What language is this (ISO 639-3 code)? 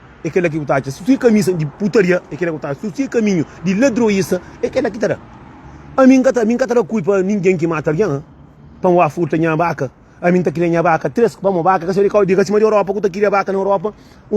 kea